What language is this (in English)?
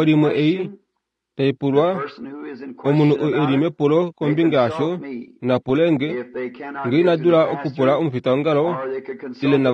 Kuanyama